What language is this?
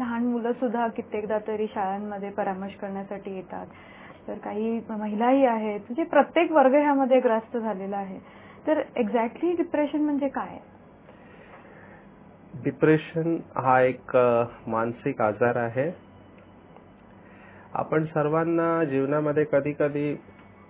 Marathi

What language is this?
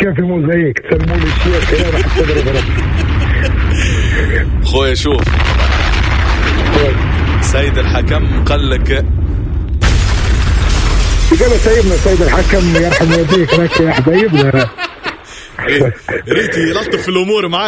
Tunisian Arabic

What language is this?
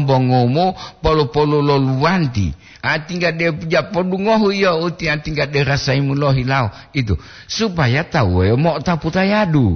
Gorontalo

